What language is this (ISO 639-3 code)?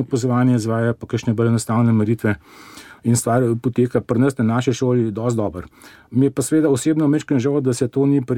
slv